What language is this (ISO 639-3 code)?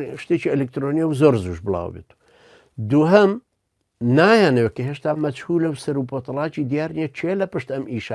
ckb